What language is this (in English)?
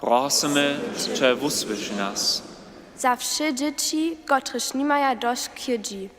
Upper Sorbian